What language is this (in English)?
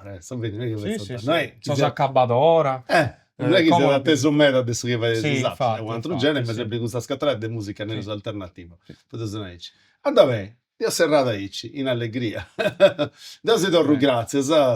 Sardinian